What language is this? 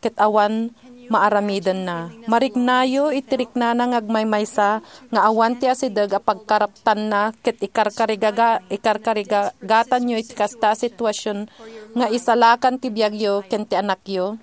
Iloko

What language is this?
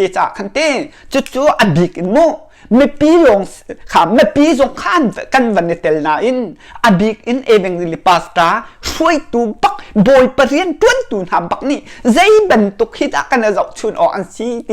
Hakha Chin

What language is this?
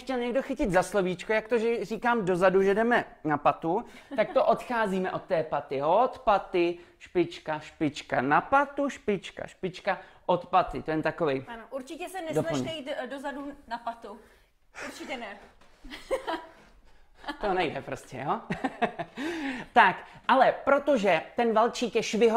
Czech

